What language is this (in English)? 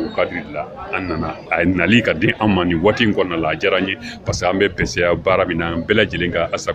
Bambara